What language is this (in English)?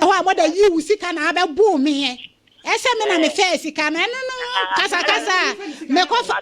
Akan